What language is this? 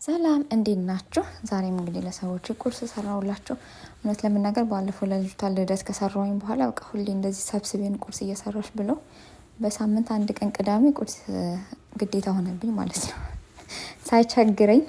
Amharic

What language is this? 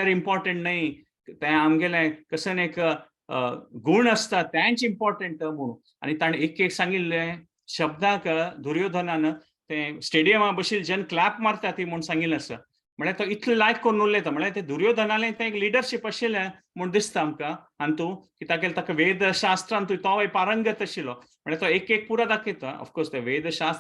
Konkani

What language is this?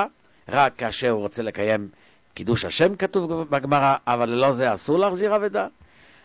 Hebrew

